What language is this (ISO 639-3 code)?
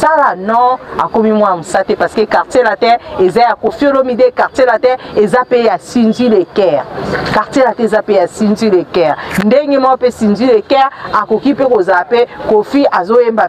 lin